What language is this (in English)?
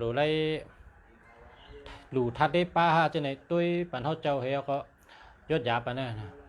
Shan